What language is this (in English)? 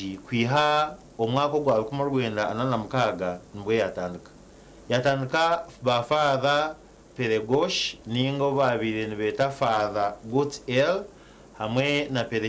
Nyankole